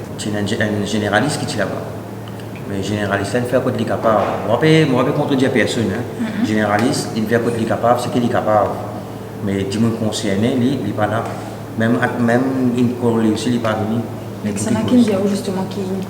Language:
Morisyen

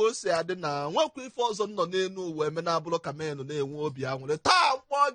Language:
Igbo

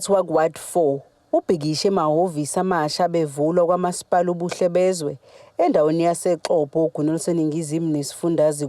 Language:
Zulu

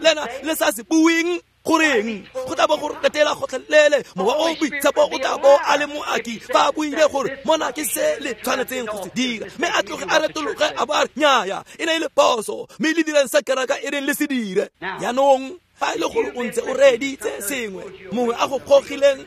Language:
Tswana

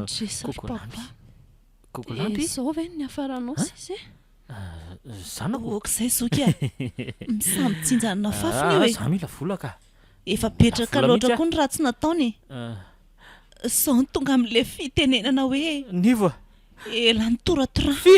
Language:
Malagasy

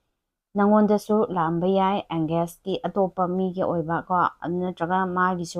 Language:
Manipuri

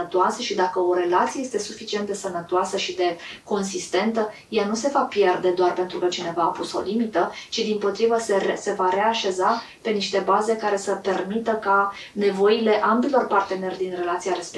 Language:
Romanian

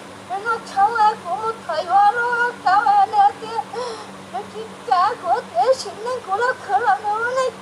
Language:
Hmong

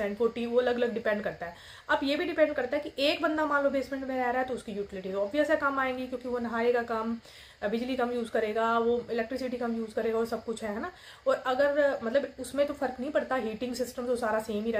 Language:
Hindi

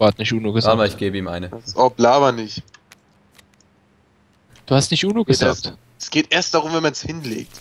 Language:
German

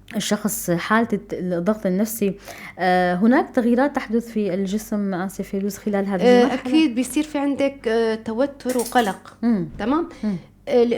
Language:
North Levantine Arabic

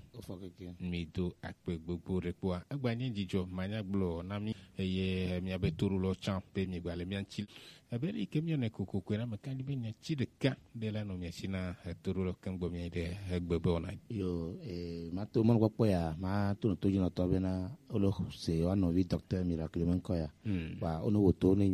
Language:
Gen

